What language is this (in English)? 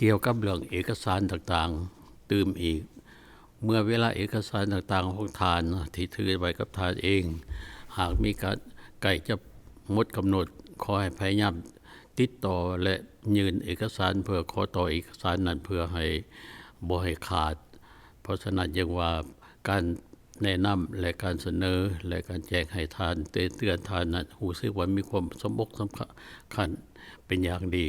Lao